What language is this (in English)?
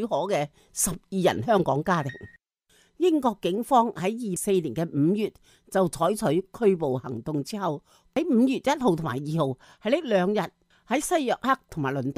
Cantonese